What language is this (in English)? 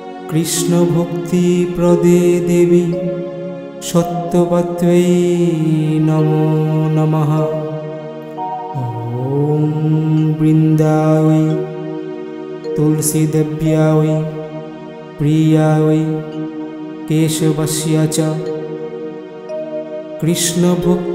Bangla